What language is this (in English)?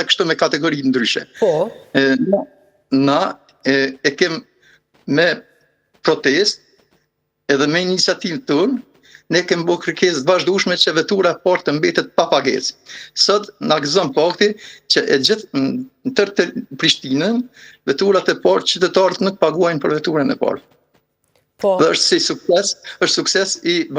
Albanian